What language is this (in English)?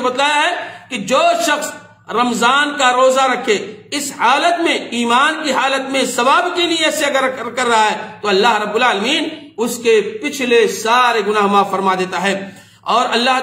Urdu